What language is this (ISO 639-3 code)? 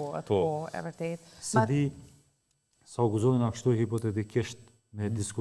sqi